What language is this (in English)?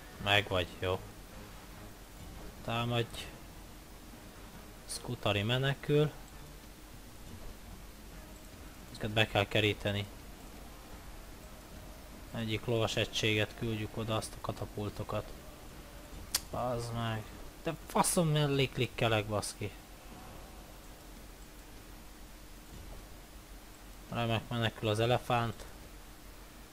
Hungarian